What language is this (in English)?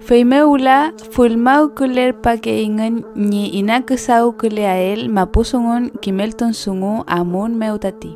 Mapuche